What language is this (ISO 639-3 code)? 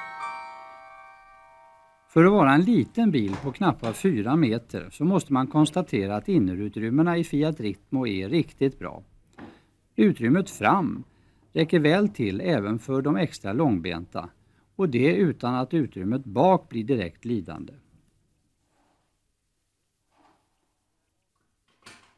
swe